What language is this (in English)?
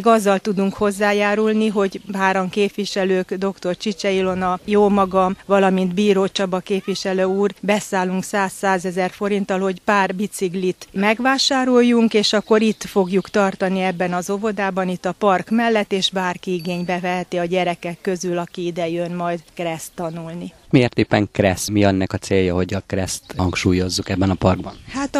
Hungarian